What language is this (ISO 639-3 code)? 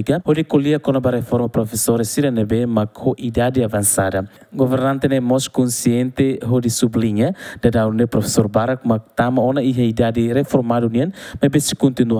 tet